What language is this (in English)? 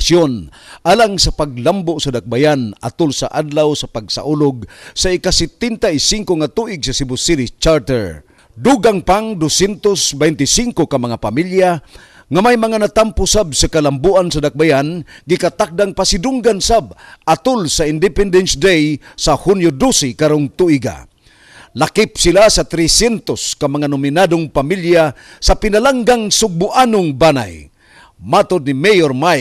Cebuano